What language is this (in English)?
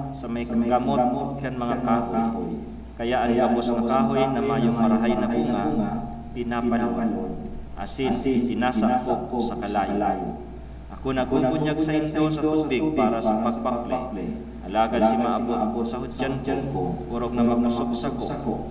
Bikol